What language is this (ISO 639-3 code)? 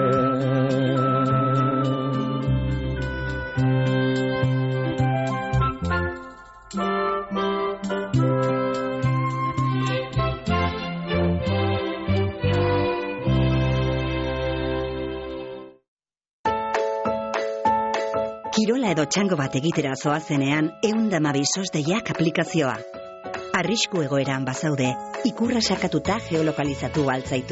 eus